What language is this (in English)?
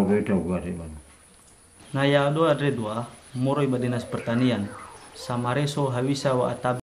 Nias